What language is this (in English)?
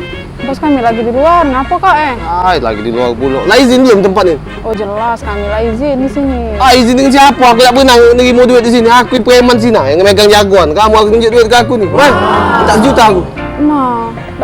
Musi